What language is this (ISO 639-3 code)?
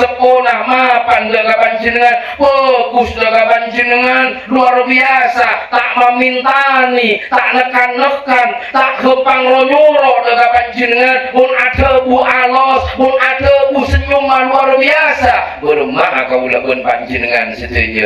mad